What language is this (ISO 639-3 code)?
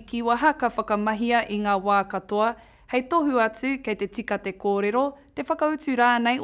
mri